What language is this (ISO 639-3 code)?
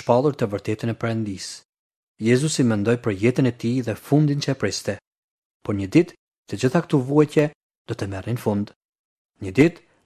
sqi